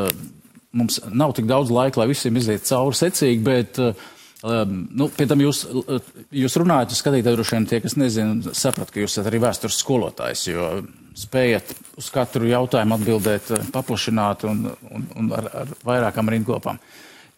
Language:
Latvian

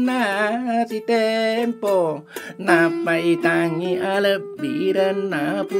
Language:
Buginese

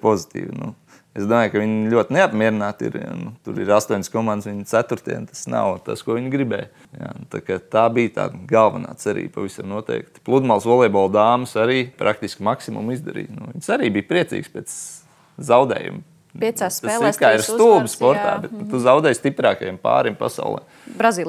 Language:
Latvian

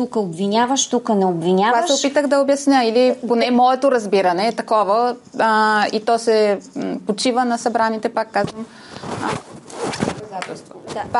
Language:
Bulgarian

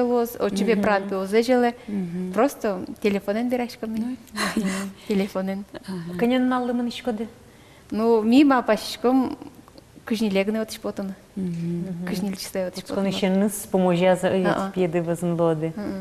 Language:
Udmurt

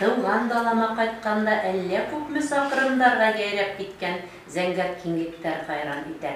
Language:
Bashkir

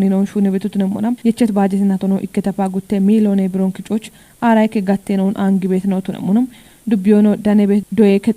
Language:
Kafa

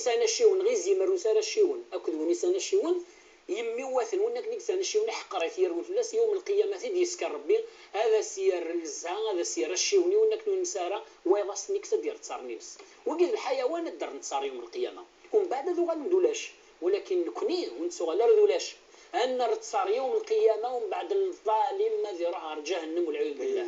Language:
Kabyle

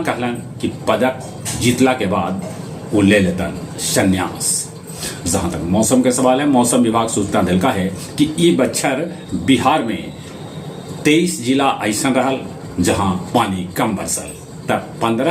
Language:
Magahi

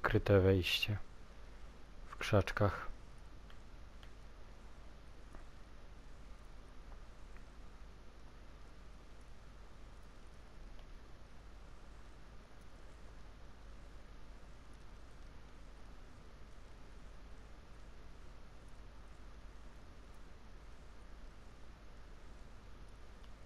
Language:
Polish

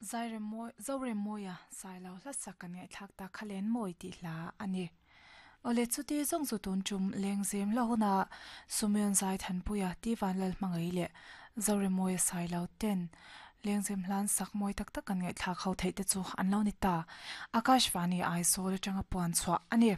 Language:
Mizo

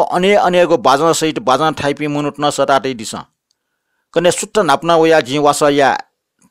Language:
Newari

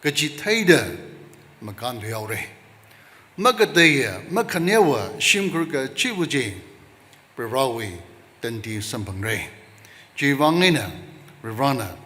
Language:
Tangkhul Naga (India)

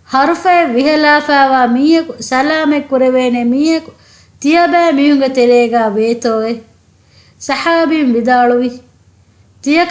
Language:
Divehi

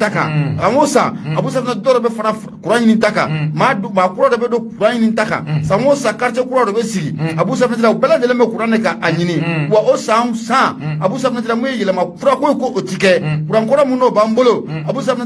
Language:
Bambara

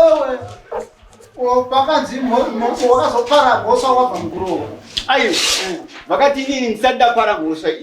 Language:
Shona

